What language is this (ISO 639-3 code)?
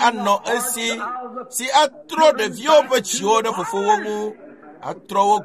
ewe